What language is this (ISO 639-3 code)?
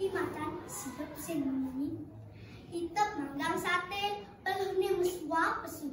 ban